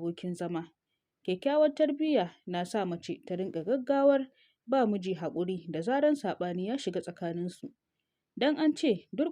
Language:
Hausa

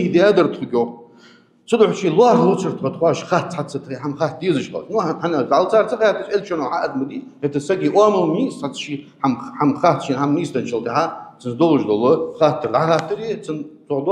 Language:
Ingush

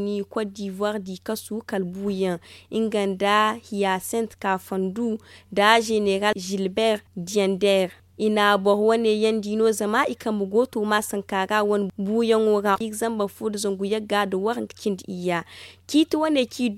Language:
Zarma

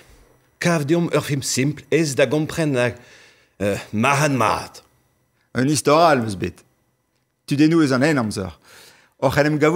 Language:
Breton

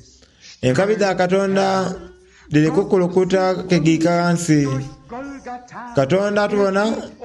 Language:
Soga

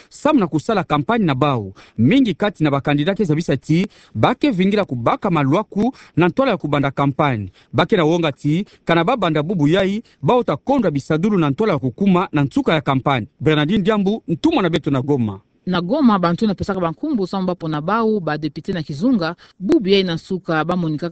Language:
Kituba (Democratic Republic of Congo)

